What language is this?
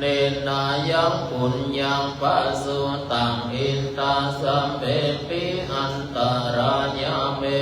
Pali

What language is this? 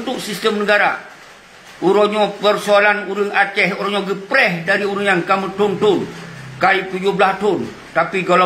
Achinese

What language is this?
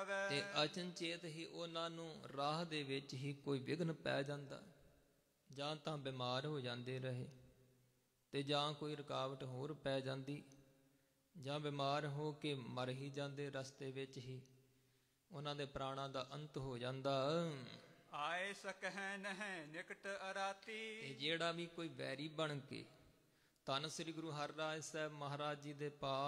Punjabi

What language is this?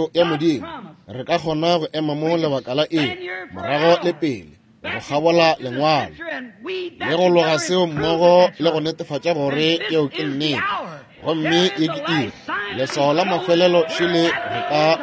Northern Sotho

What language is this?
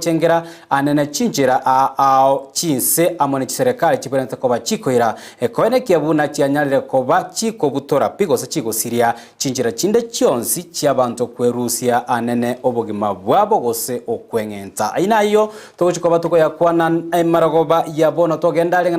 Gusii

